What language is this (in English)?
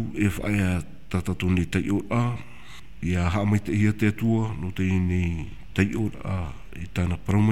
Tahitian